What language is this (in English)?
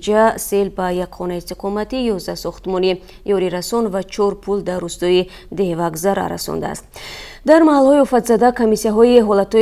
Tajik